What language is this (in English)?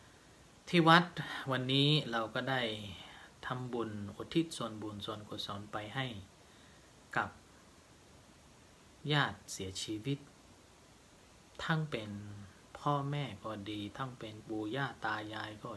Thai